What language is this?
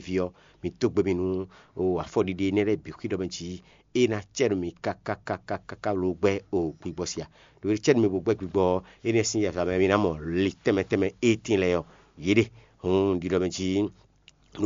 Fon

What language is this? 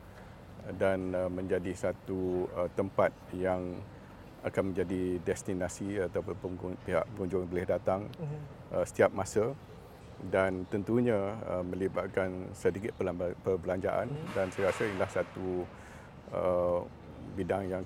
Malay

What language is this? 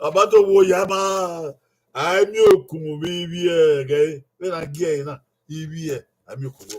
Bini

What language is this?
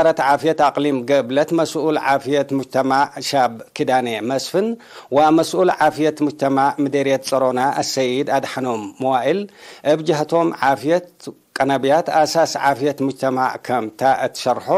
Tigre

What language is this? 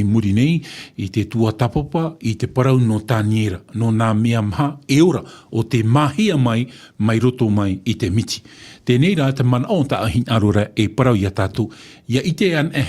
Tahitian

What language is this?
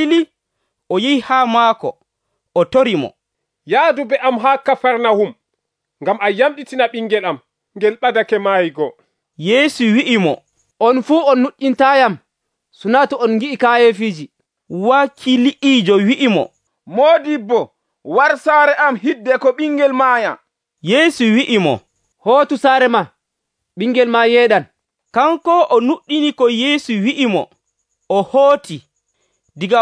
Nigerian Fulfulde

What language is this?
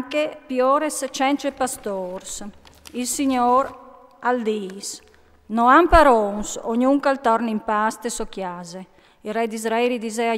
Friulian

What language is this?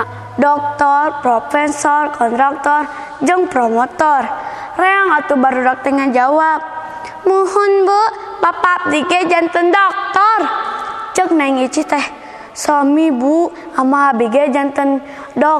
Sundanese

